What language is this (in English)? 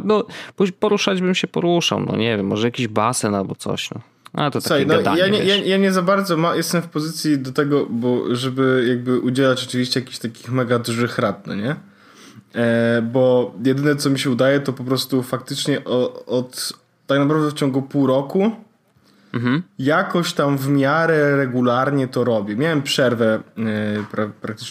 Polish